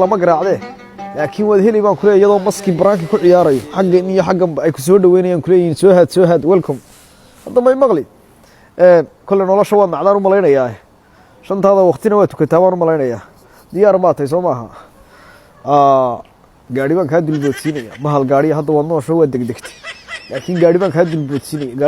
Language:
Somali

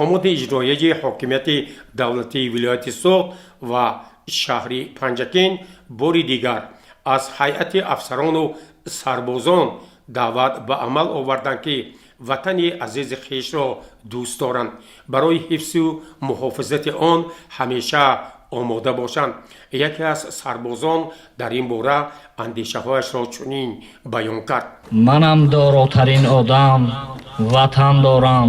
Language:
Tajik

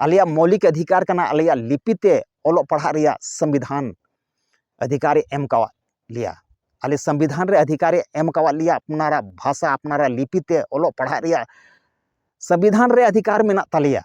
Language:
Santali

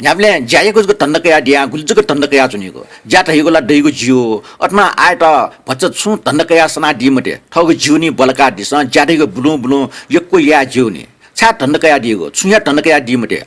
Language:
Newari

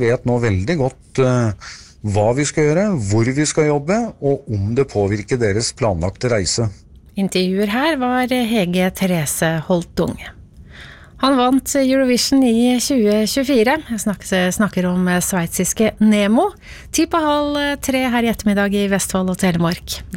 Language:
Norwegian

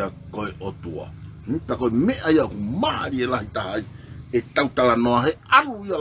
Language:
Tongan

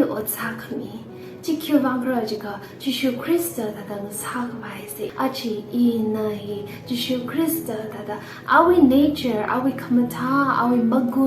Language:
Tangkhul Naga (India)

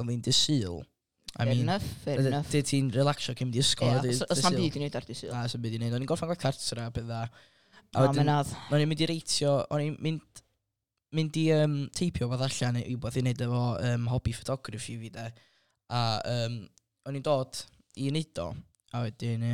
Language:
Welsh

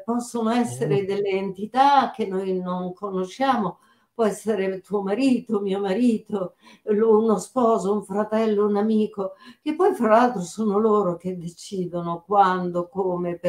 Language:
Italian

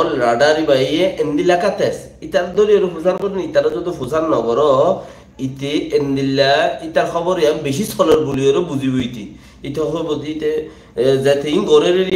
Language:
Rohingya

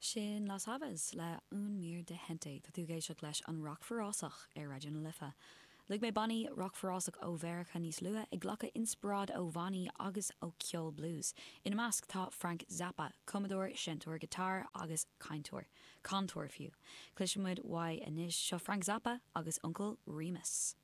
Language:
Irish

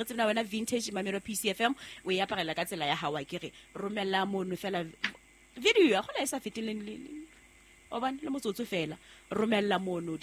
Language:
Southern Sotho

